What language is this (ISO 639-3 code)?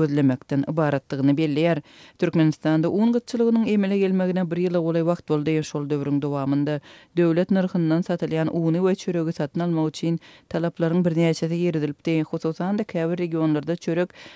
tuk